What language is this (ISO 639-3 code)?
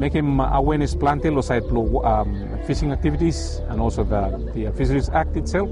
bis